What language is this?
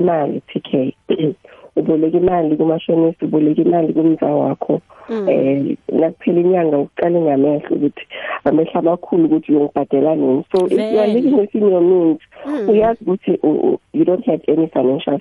South Ndebele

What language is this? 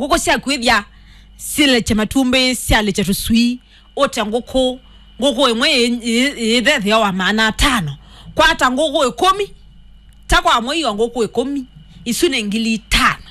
Kamba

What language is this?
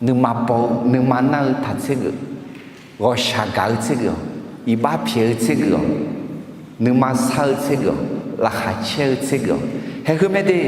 Akha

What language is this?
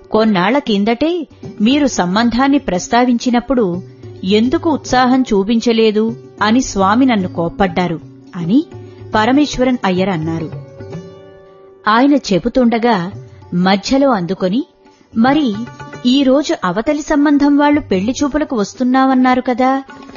Telugu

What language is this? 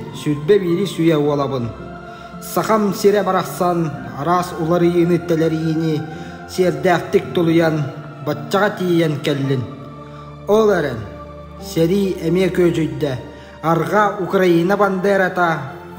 Yakut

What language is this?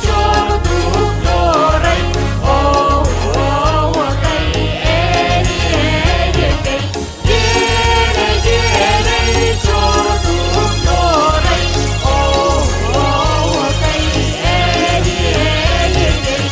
Yakut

